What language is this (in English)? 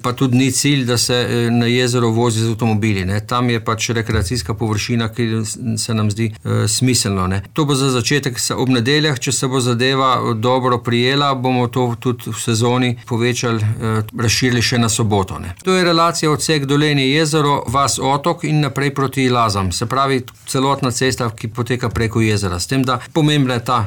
Slovenian